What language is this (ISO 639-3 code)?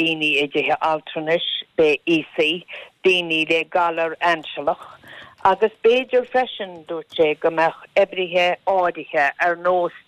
gle